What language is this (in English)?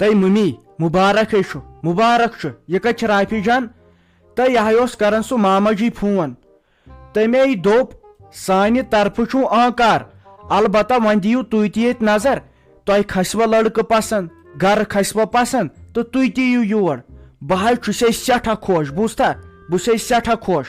Kashmiri